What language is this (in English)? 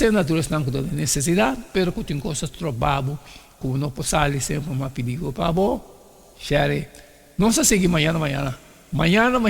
Papiamento